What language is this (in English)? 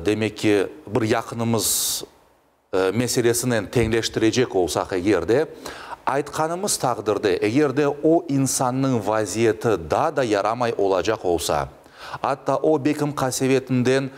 Crimean Tatar